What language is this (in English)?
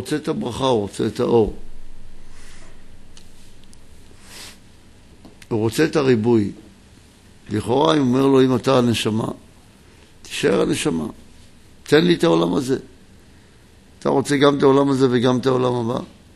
Hebrew